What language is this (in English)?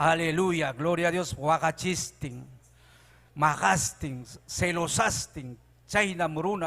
Ayacucho Quechua